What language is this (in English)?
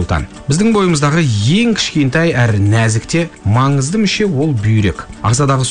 Kazakh